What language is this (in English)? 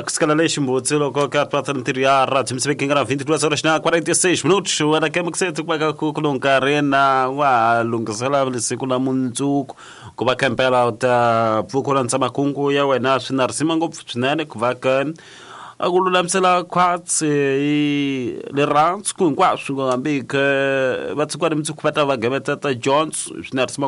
Tsonga